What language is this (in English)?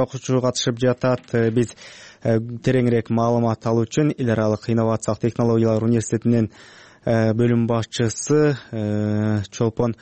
Kyrgyz